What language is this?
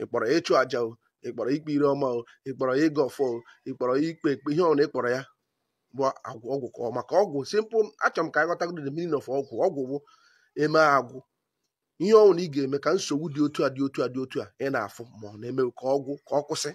Igbo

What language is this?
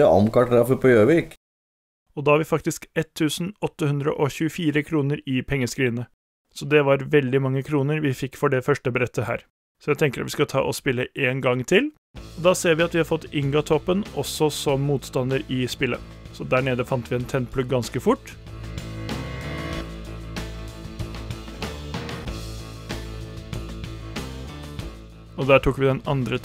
Norwegian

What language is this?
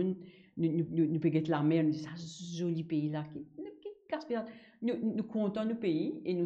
Morisyen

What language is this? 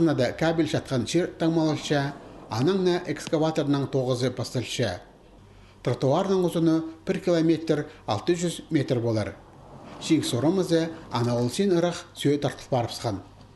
Khakas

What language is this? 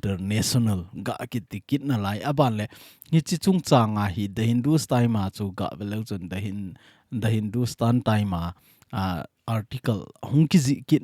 Thado Chin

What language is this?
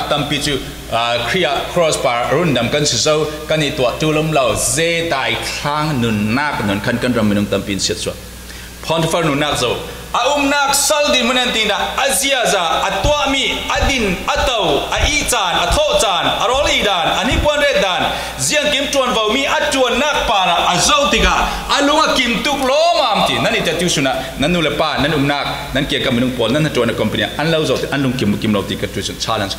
Falam Chin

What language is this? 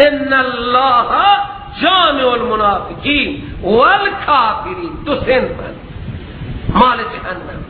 Persian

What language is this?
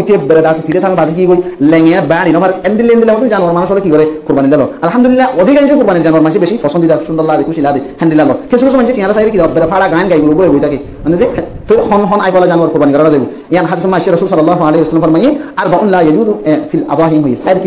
Rohingya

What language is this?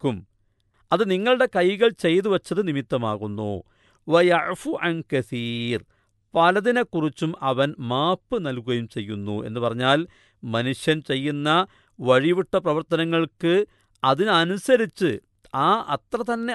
Malayalam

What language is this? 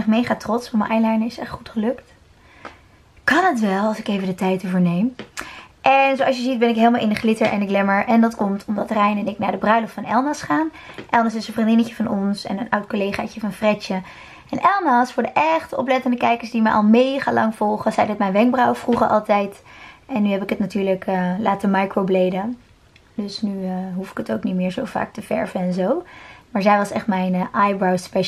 Dutch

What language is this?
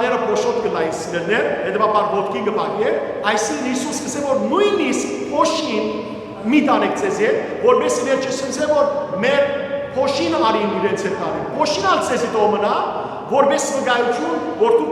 Western Armenian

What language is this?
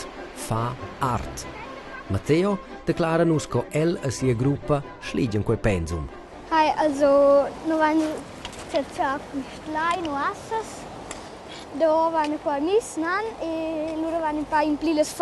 Romansh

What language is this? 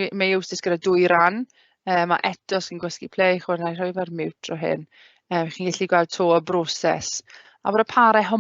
Welsh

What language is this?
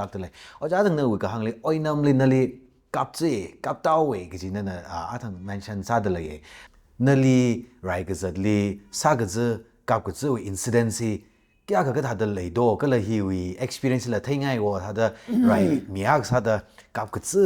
Tangkhul Naga (India)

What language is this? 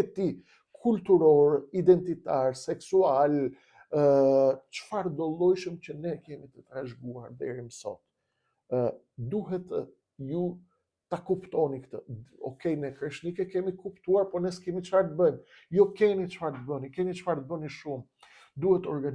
Albanian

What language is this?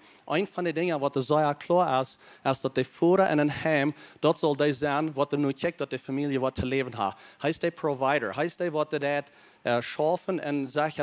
Plautdietsch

